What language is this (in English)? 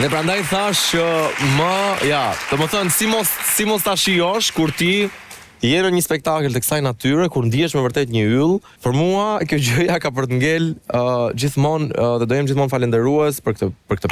Albanian